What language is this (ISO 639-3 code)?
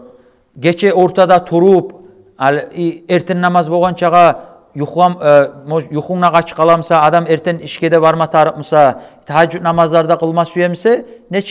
kum